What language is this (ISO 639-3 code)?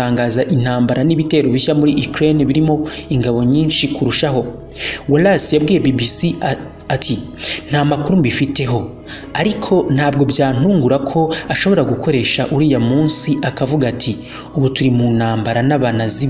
kin